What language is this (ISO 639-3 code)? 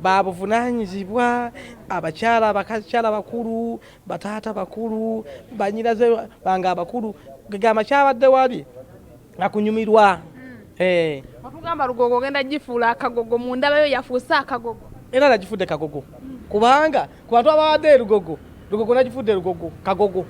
lug